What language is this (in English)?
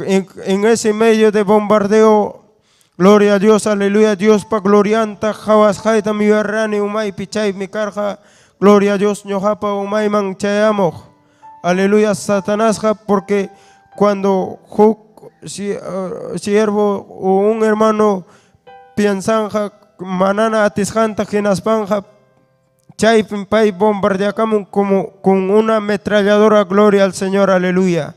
Ayacucho Quechua